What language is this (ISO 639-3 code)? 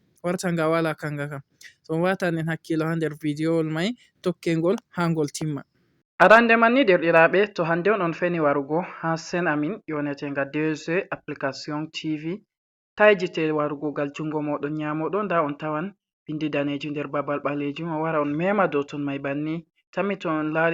ful